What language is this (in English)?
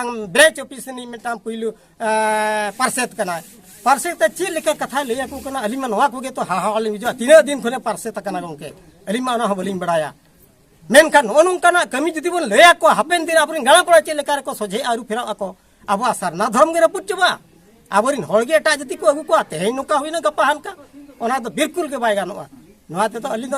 Santali